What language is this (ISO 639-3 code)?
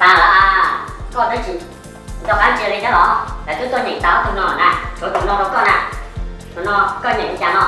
hmn